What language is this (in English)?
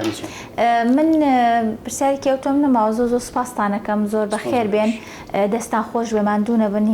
Central Kurdish